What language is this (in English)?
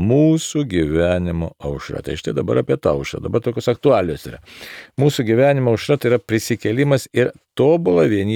Lithuanian